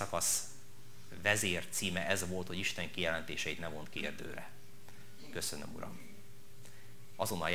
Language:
Hungarian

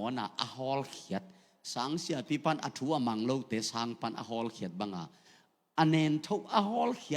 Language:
Tedim Chin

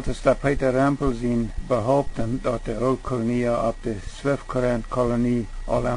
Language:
Plautdietsch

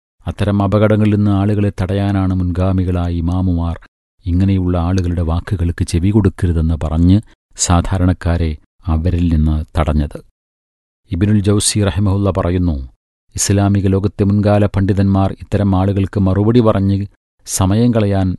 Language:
Malayalam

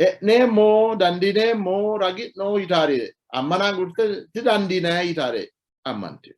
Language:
Sidamo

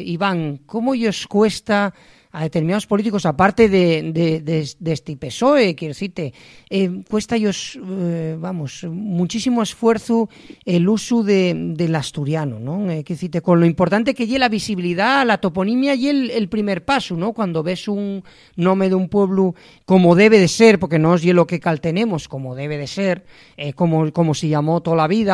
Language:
Asturian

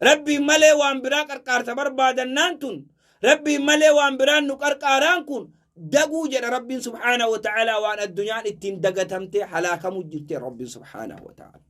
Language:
Oromo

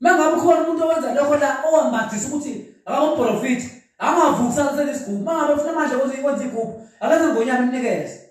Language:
Zulu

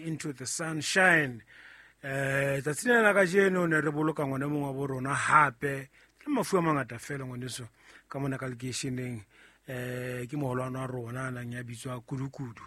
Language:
Southern Sotho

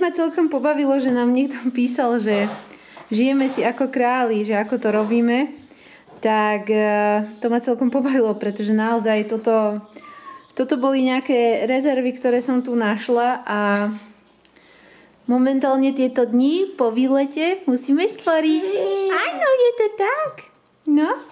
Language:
Slovak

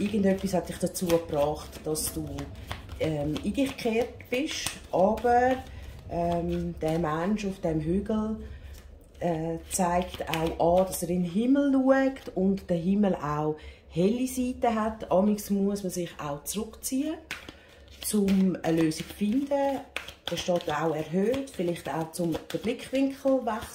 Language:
Swiss German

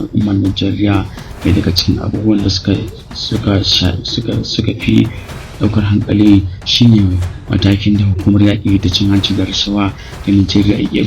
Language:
Hausa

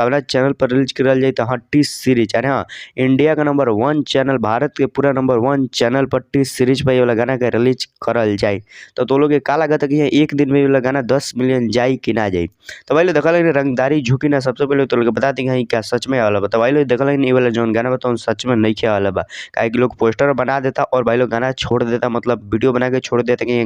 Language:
Bhojpuri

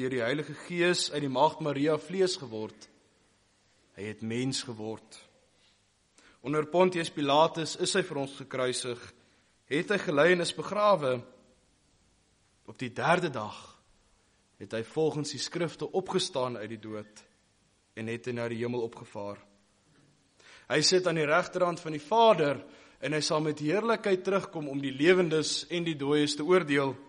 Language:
Afrikaans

